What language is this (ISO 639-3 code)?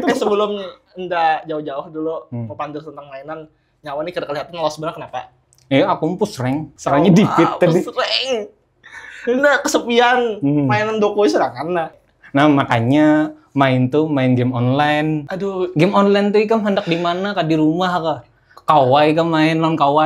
bjn